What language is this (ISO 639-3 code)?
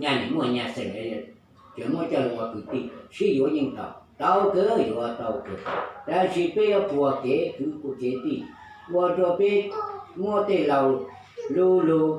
hmn